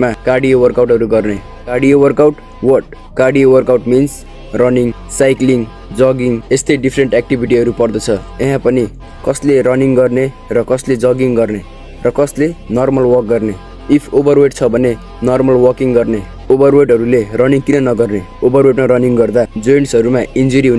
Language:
Nepali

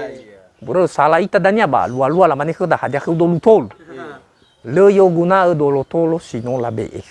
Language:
Nias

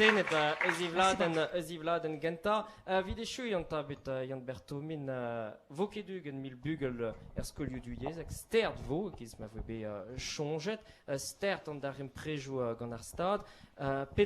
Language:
Breton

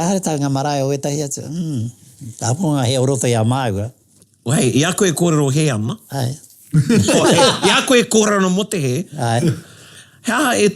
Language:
Māori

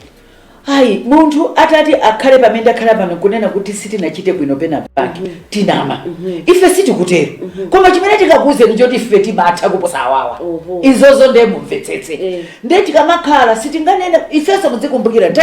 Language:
Nyanja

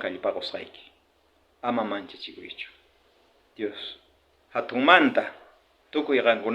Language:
South Bolivian Quechua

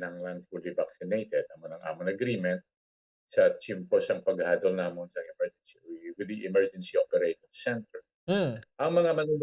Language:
Hiligaynon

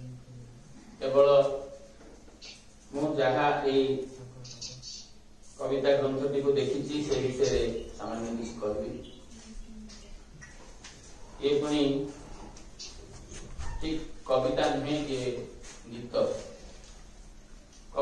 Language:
Odia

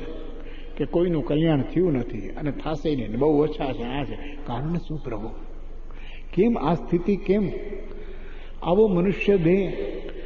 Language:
Gujarati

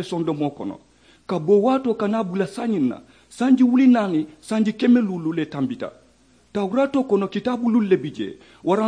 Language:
Mandingo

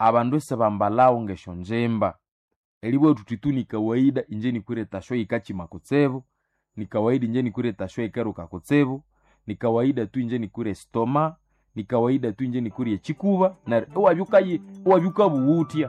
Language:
Nande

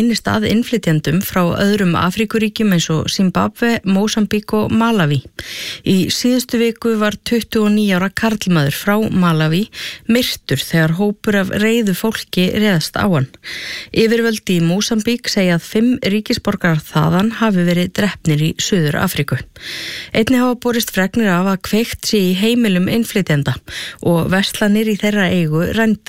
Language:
Icelandic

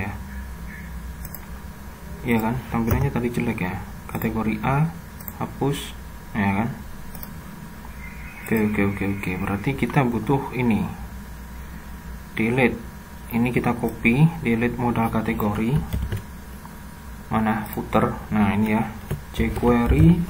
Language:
Indonesian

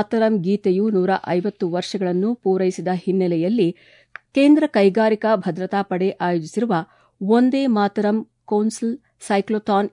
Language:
Kannada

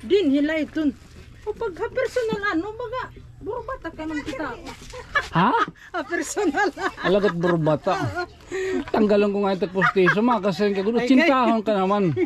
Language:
Waray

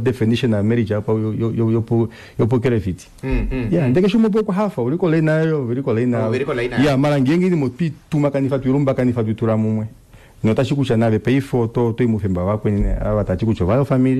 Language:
Kuanyama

